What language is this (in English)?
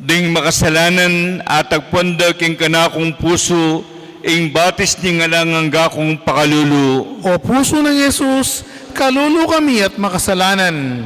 Pampanga